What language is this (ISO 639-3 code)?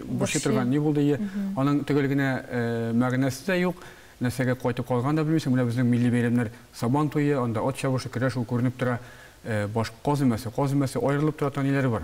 tat